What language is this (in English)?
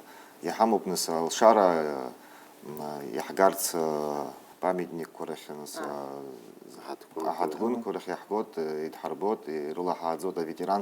Abkhazian